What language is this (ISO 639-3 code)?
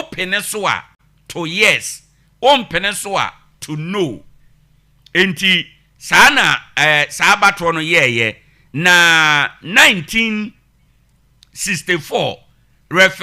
aka